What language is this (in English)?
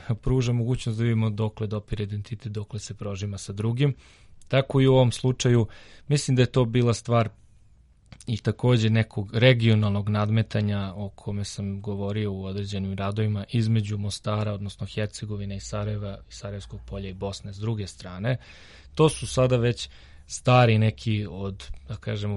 Serbian